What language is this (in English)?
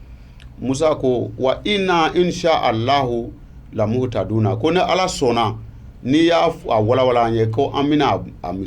Bambara